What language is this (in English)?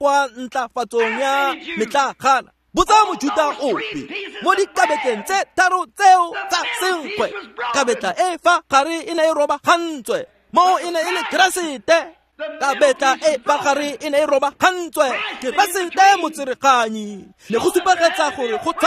Tswana